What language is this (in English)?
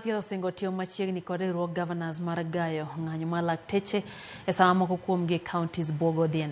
Luo (Kenya and Tanzania)